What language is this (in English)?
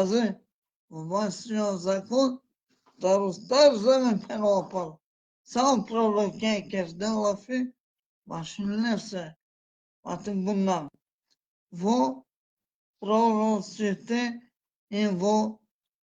Balkan Romani